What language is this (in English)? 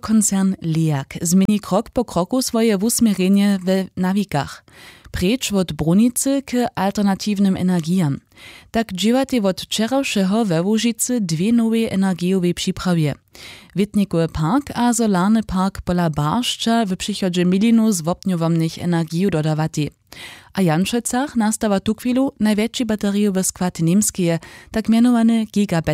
Upper Sorbian